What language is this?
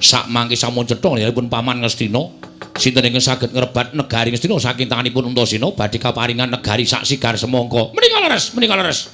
Javanese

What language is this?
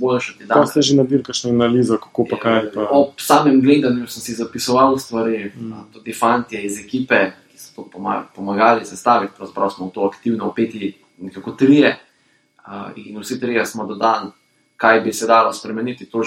Slovenian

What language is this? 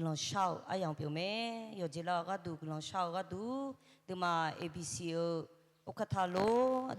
Akha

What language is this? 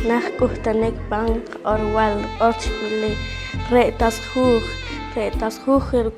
Poqomchi'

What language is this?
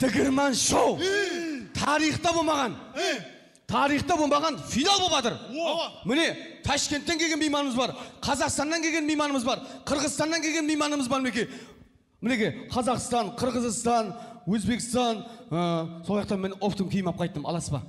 Kara-Kalpak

